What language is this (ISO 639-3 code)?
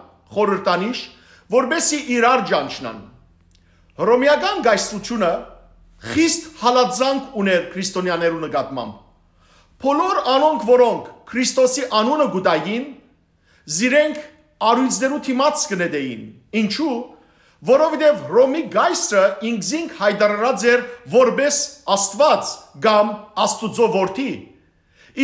hyw